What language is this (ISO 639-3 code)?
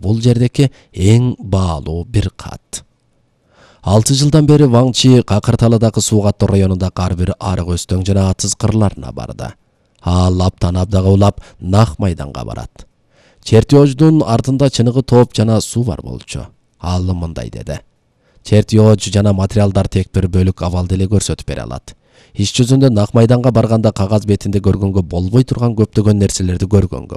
kir